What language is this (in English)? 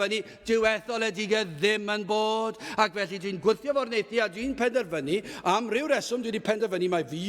Welsh